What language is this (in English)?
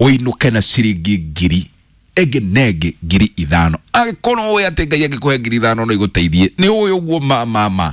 Kikuyu